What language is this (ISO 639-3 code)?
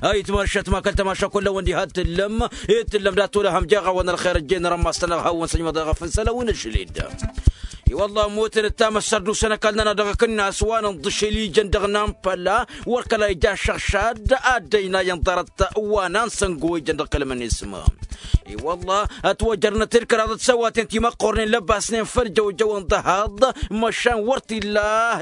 taq